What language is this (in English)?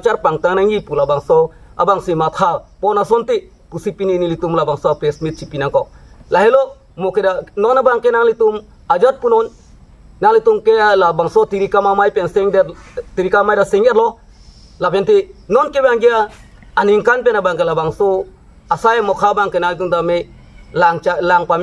Karbi